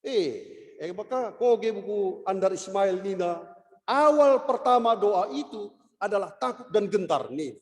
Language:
Batak Karo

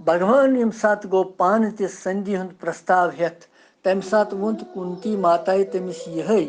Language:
Kashmiri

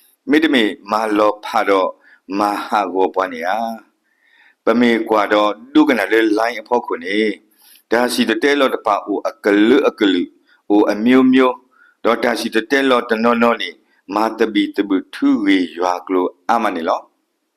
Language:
S'gaw Karen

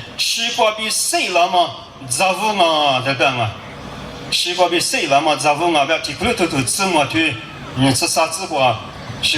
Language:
Lisu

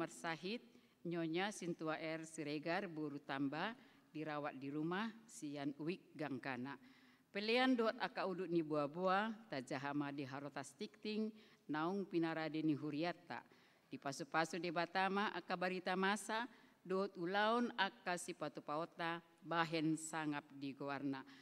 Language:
Batak Toba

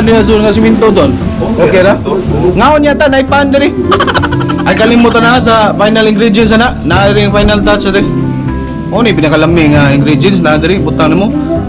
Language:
Cebuano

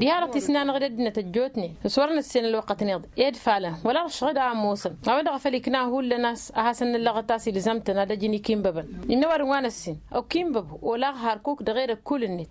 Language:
Tamasheq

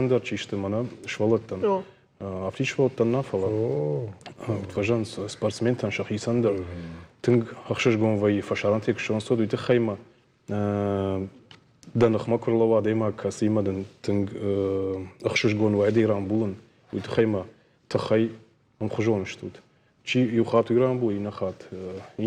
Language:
Ossetic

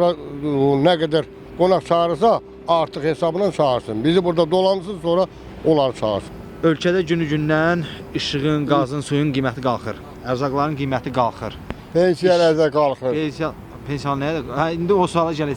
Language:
Azerbaijani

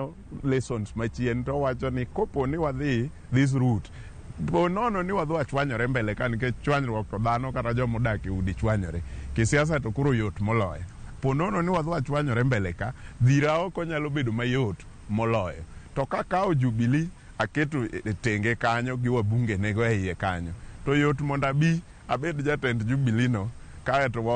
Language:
Luo (Kenya and Tanzania)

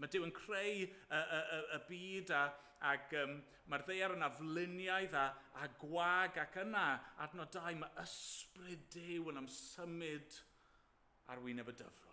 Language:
Welsh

